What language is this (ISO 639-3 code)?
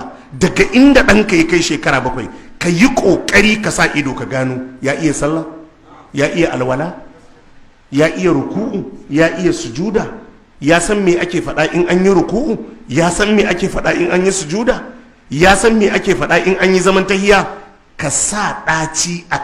hau